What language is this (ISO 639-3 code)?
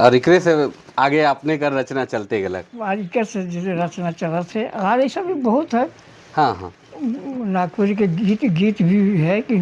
sck